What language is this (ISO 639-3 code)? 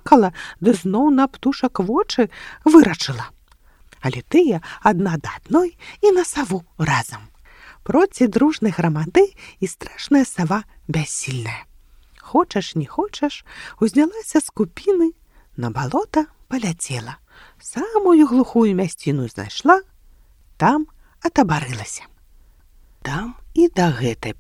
bel